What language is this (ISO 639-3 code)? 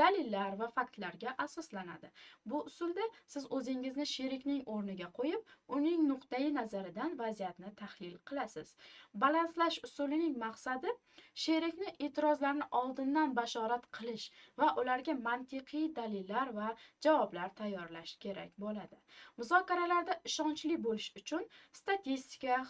uzb